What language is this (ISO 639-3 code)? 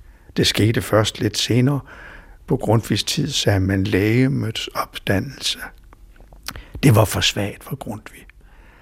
dan